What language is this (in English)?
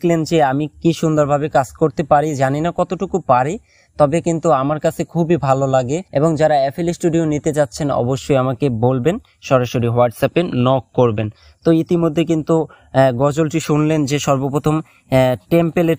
Bangla